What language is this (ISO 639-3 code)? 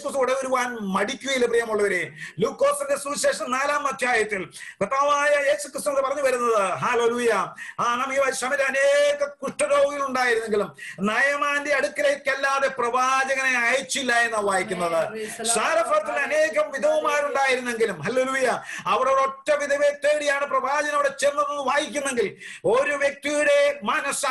mal